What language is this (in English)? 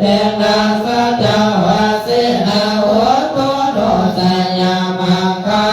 Pali